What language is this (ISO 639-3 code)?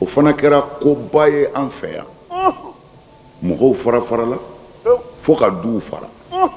bam